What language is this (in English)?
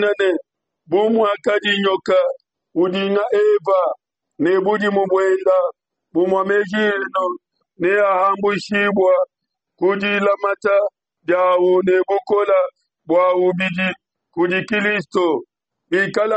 Luba-Lulua